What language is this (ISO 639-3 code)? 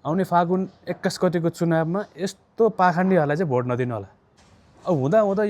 nep